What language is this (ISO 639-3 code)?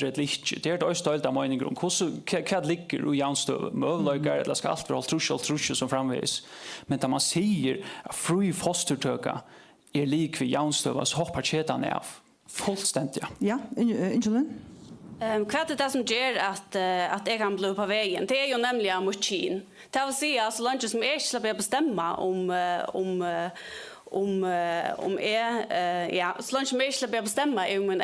fao